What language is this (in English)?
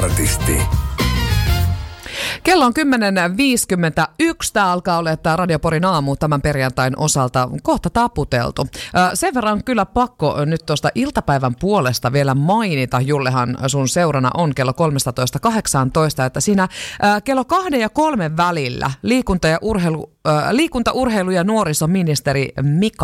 Finnish